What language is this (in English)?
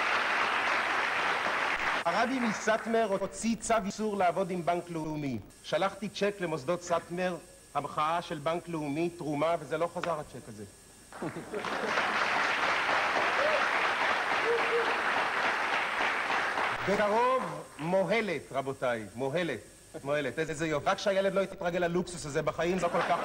Hebrew